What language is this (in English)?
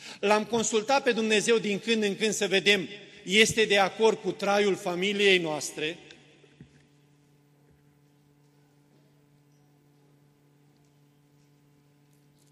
Romanian